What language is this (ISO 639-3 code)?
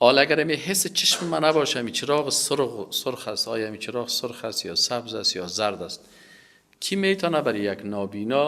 tgk